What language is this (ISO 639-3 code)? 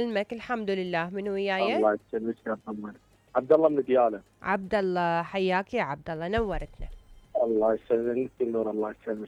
acm